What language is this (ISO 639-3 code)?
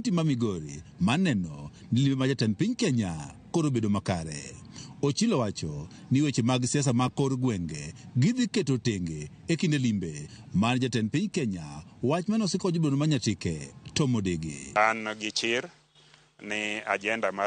luo